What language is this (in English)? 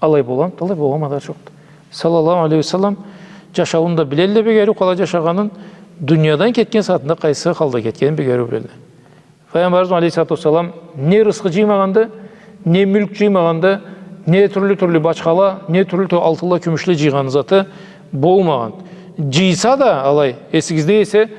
Karachay-Balkar